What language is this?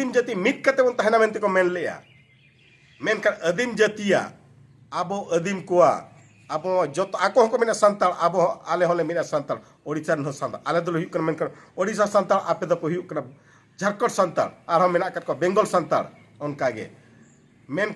Santali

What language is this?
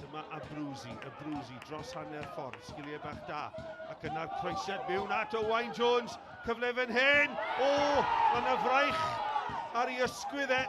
Welsh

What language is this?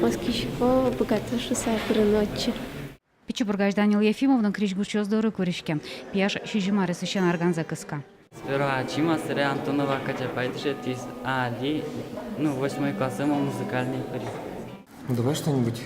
Udmurt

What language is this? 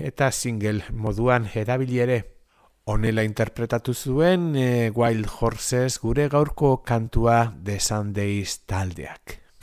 Basque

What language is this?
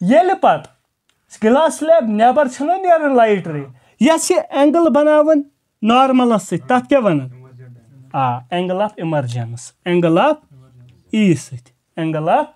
Kashmiri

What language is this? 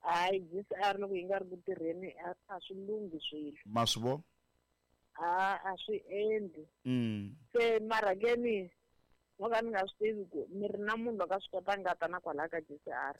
Tsonga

